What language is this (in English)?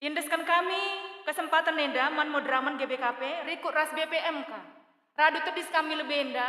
Batak Karo